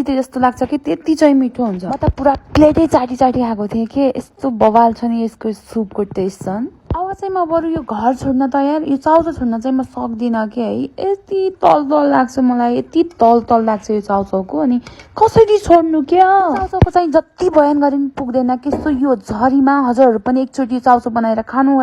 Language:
Nepali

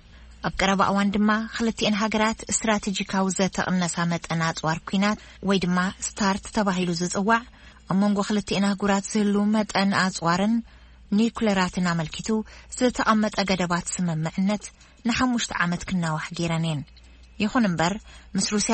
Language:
Tigrinya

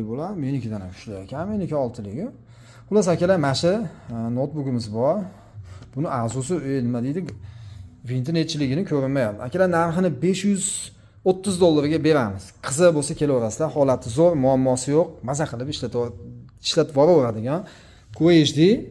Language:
Uzbek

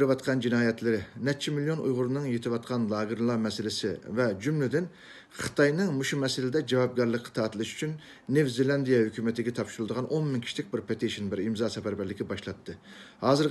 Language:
Uyghur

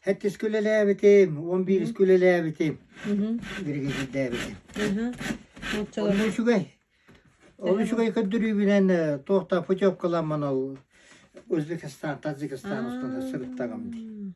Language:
Yakut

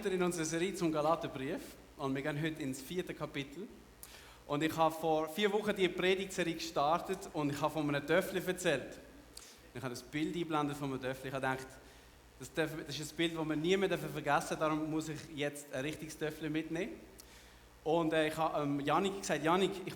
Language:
Swiss German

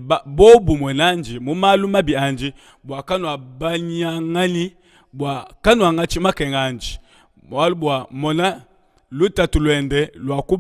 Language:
Luba-Lulua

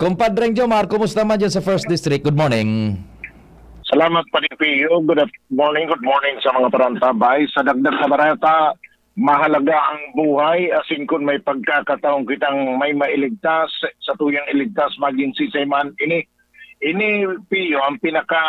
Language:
Bikol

